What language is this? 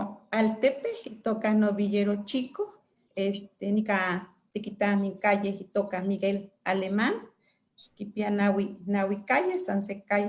Eastern Huasteca Nahuatl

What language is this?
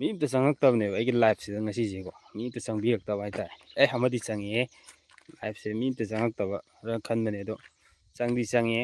Manipuri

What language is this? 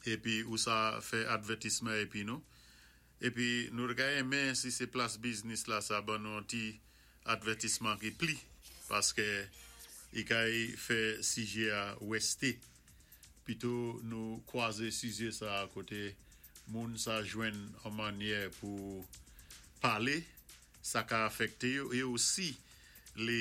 Saint Lucian Creole French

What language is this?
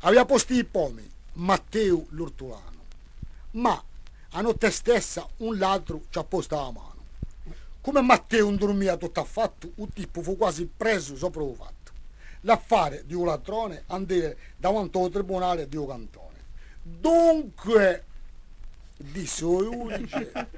Corsican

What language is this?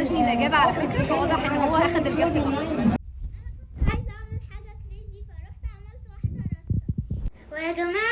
Egyptian Arabic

